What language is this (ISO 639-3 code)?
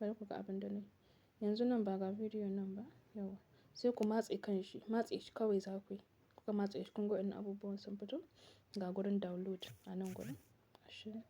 hau